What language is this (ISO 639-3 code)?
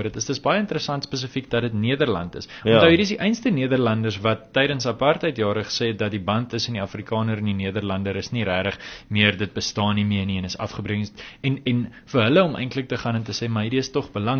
afr